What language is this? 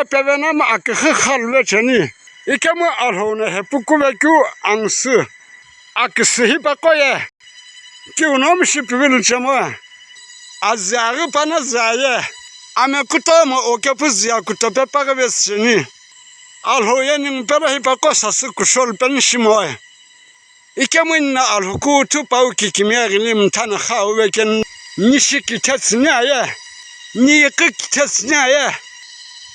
Sumi Naga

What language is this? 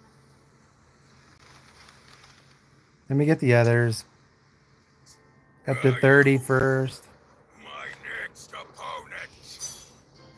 English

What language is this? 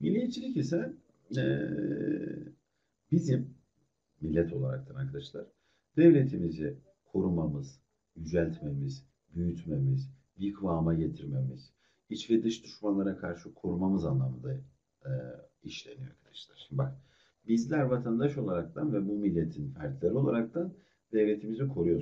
Turkish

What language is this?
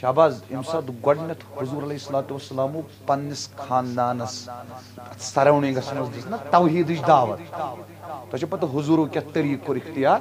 Kashmiri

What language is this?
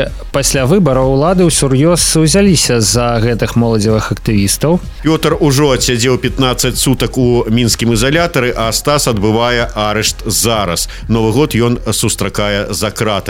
Belarusian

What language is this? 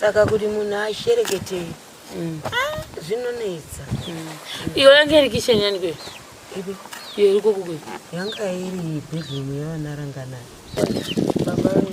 Shona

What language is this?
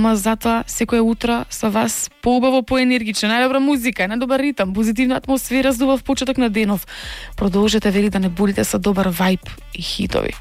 Macedonian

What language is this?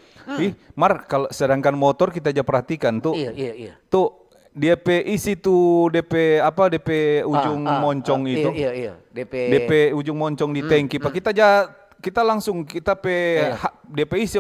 Manado Malay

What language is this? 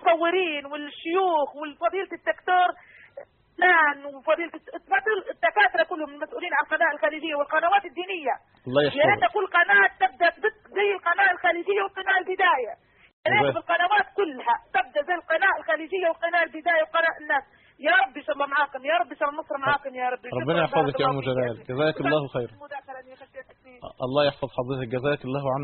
Egyptian Arabic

